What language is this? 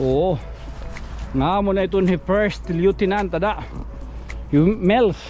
Waray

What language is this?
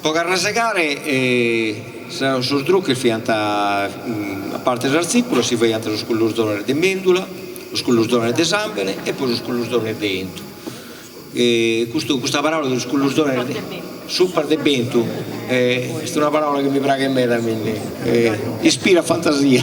Sardinian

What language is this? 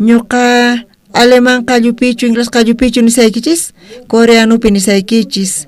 South Bolivian Quechua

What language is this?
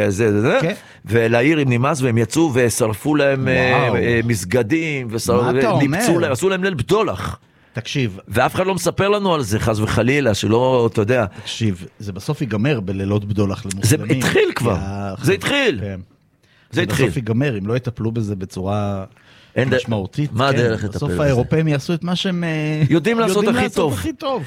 Hebrew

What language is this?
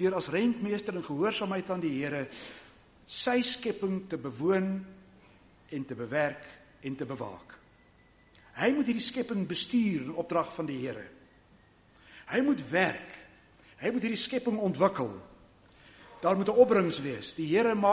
Afrikaans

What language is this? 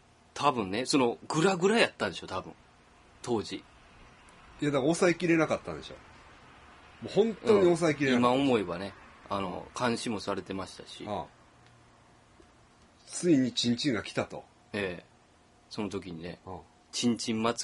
Japanese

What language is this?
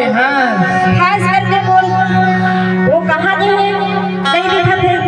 Chhattisgarhi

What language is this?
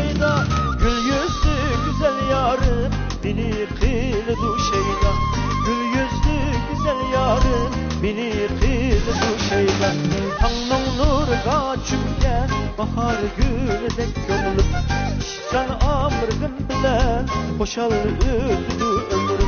Uyghur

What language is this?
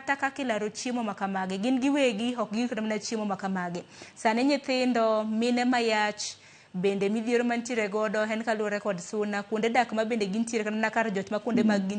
Luo (Kenya and Tanzania)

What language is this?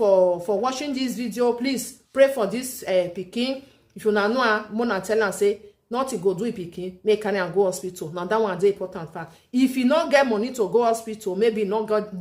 Nigerian Pidgin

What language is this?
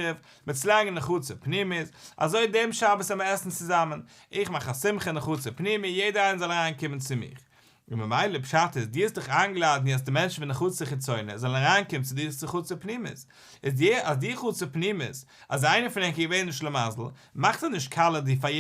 Yiddish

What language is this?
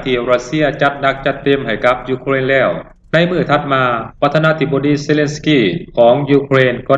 Lao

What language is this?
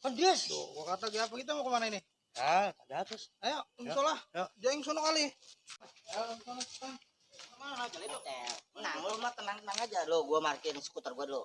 Betawi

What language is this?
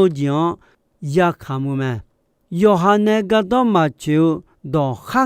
Akha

